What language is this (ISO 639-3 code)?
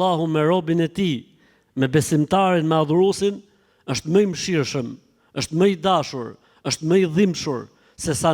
sqi